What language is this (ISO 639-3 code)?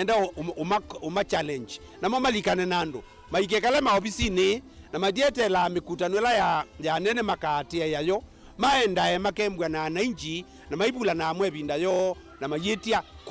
kam